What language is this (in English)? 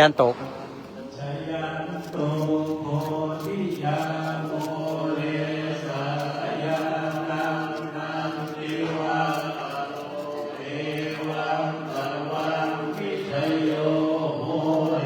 Pali